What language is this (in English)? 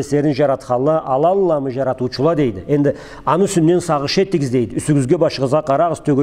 Karachay-Balkar